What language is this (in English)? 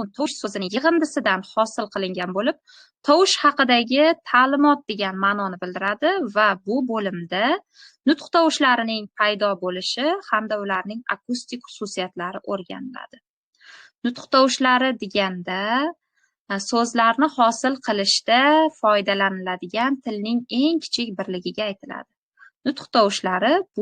Uzbek